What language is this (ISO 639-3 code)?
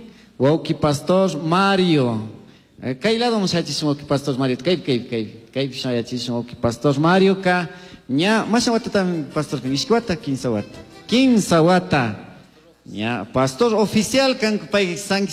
qug